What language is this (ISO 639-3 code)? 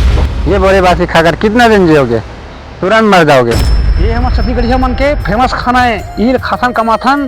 hne